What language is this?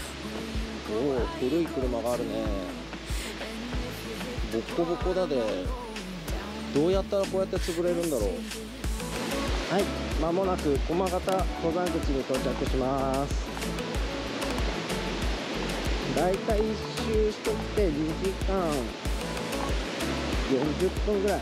Japanese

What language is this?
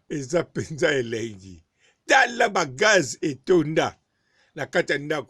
Lingala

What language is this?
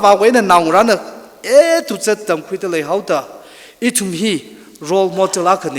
Tangkhul Naga (India)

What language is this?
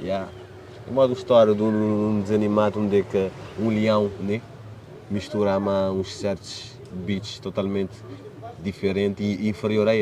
Kabuverdianu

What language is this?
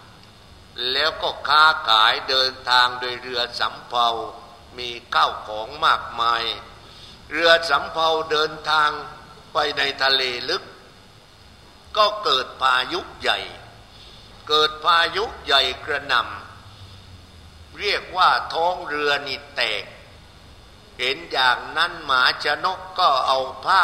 Thai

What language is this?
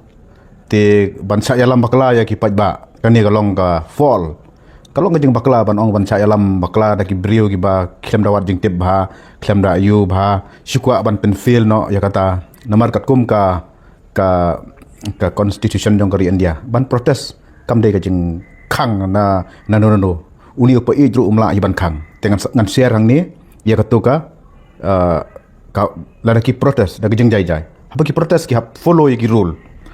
Khasi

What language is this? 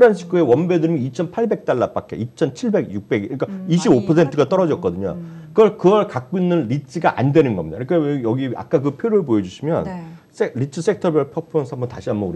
Korean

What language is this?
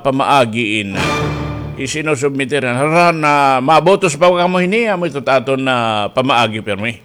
Waray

